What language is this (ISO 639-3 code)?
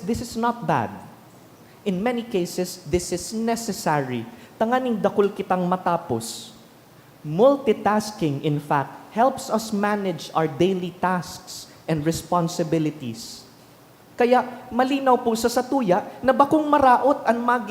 bik